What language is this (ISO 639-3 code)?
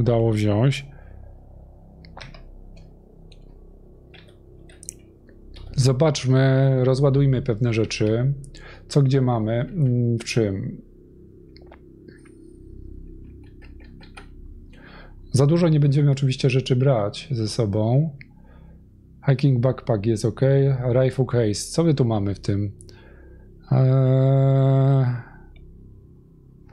pol